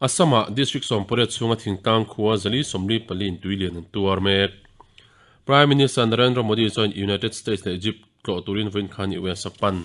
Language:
Mizo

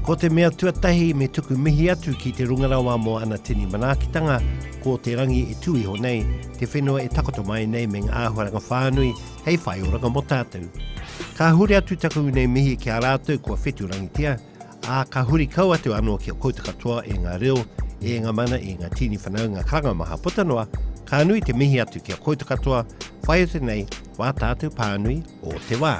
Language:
Māori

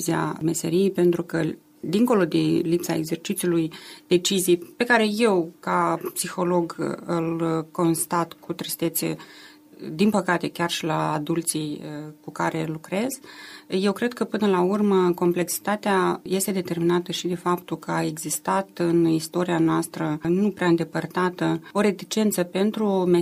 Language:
Romanian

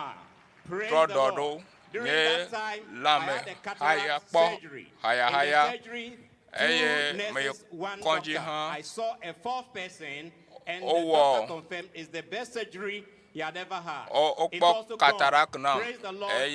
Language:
Ewe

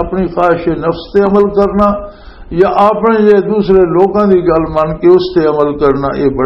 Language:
Western Panjabi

